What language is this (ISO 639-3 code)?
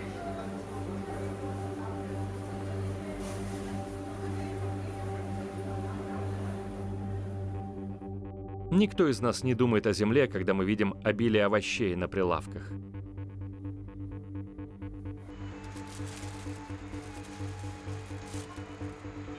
rus